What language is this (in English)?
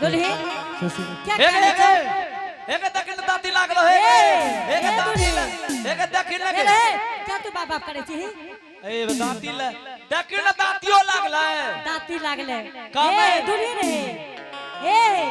Angika